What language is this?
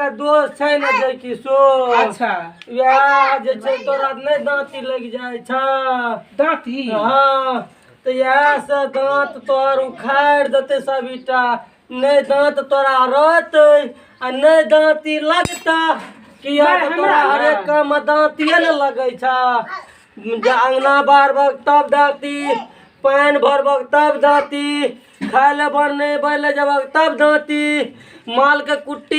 Maithili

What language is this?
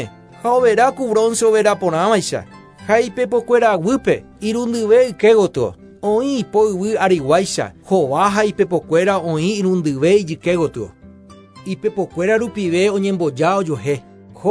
Guarani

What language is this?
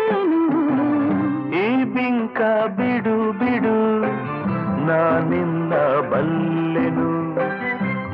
Kannada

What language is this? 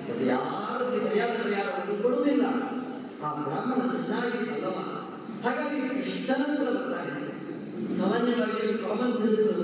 Kannada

